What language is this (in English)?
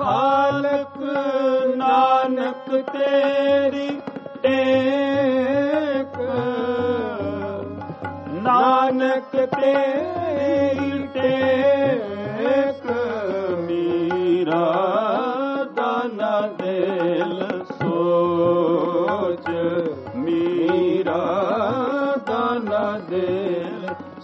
Punjabi